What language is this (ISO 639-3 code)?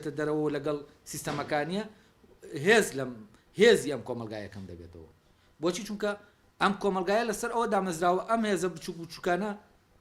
ckb